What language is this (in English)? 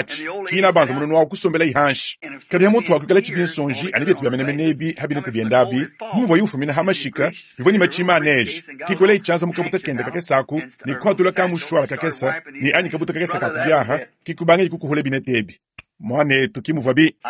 Luba-Lulua